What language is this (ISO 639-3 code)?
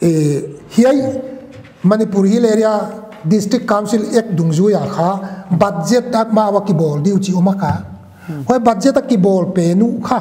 pck